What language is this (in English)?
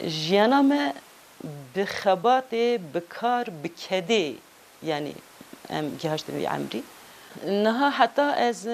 Kurdish